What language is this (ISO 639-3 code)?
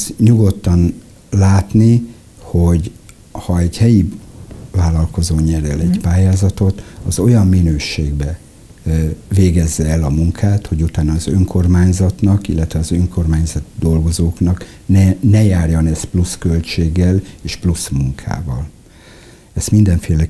hun